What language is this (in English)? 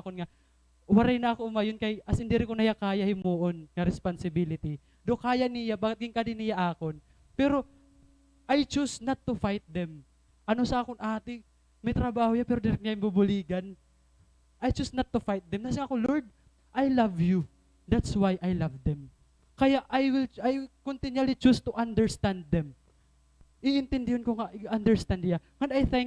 Waray